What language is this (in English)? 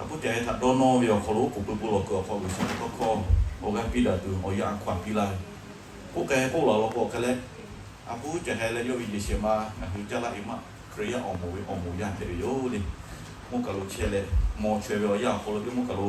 Lahu